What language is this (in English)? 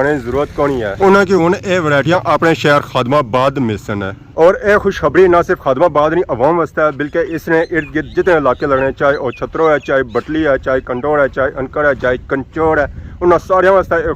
Pahari-Potwari